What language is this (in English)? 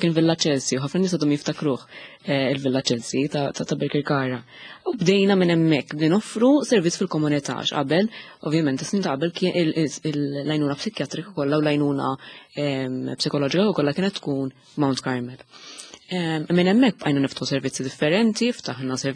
Maltese